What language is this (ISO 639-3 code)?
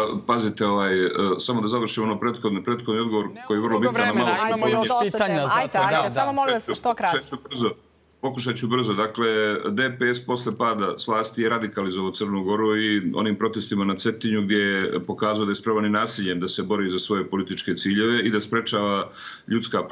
srp